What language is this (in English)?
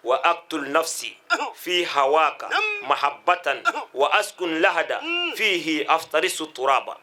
Bambara